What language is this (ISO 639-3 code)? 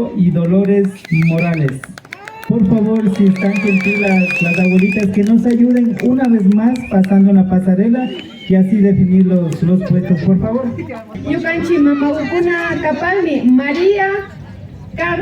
qvi